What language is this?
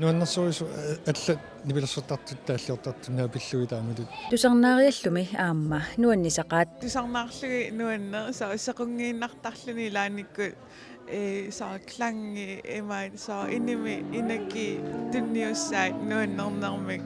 Kalaallisut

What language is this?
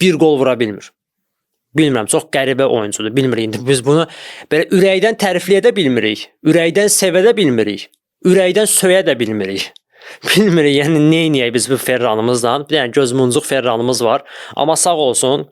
Azerbaijani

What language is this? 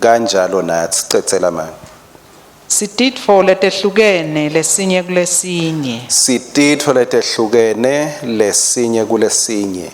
Swati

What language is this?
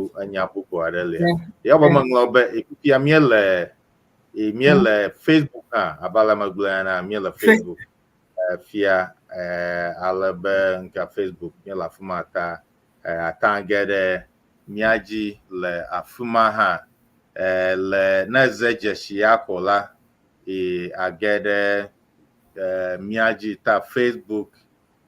Ewe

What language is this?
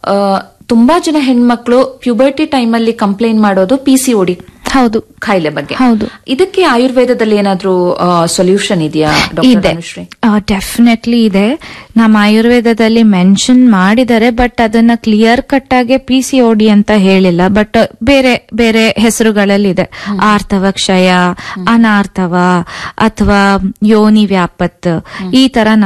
Kannada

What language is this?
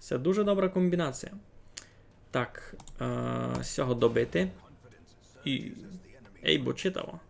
Rusyn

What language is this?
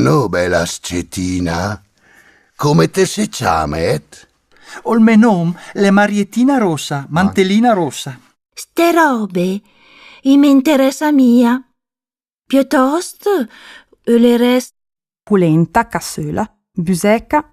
Lombard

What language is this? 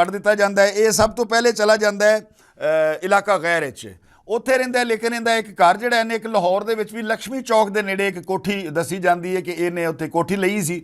Western Panjabi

